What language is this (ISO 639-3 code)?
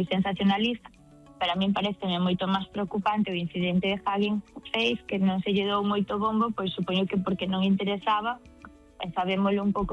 glg